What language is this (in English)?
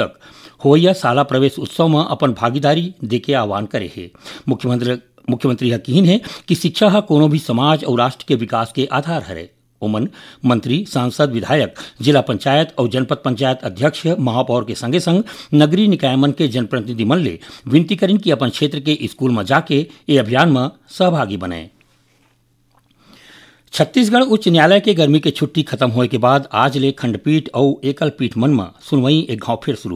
Chhattisgarhi